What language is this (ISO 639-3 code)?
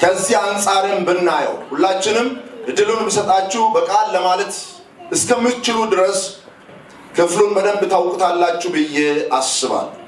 amh